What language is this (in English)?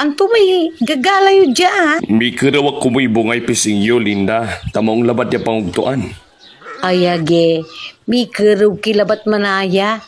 Pangasinan